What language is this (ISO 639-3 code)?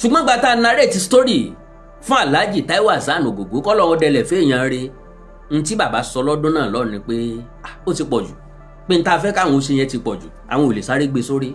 yor